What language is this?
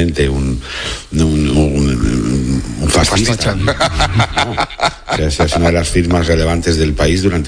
Spanish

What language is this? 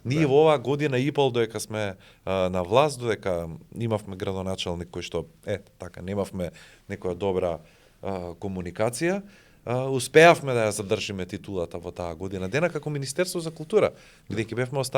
Macedonian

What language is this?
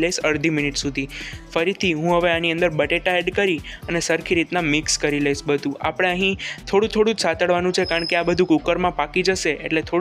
Gujarati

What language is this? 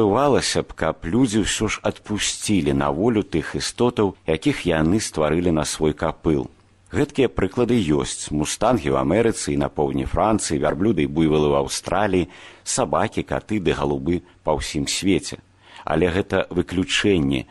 Belarusian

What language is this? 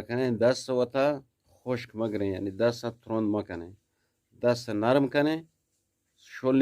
Eastern Balochi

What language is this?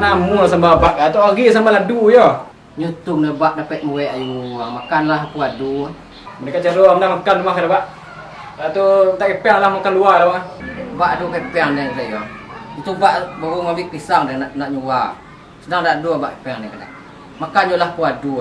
Minangkabau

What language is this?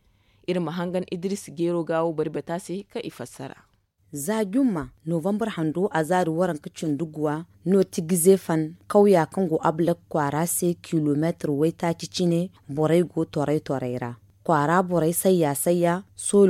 Zarma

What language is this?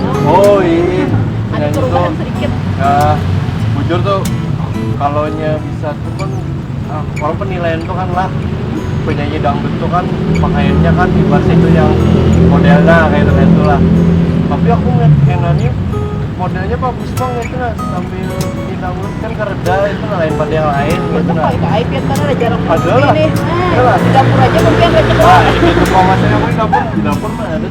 Banjar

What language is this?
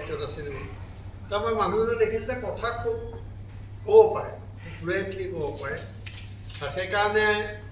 Assamese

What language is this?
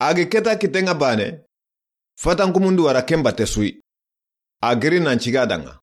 Soninke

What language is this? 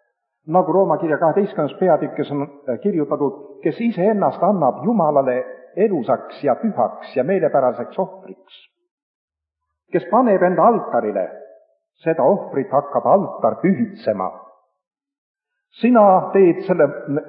Estonian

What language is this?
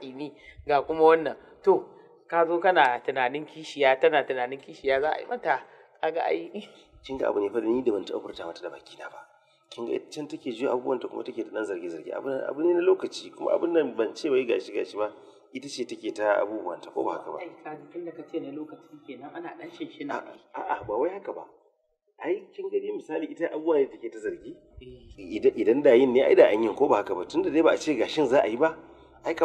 Hausa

